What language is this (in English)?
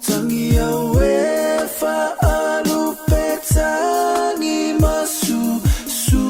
Samoan